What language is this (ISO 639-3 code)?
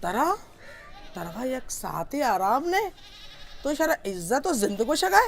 bal